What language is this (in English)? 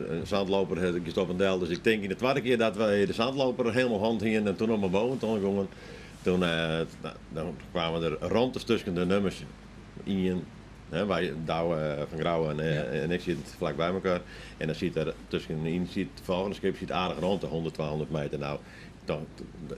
Western Frisian